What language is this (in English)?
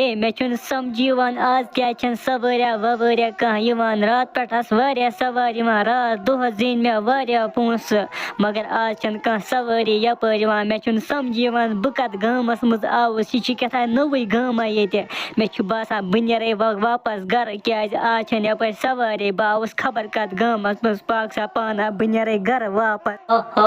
Kashmiri